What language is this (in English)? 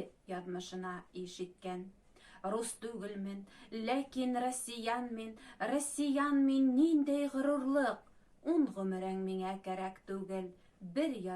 Bashkir